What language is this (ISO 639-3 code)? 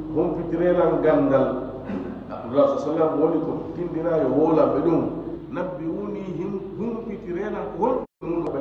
ful